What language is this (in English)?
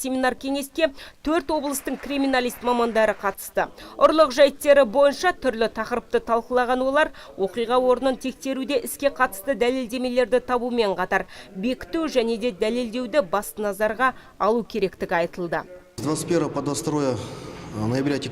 Kazakh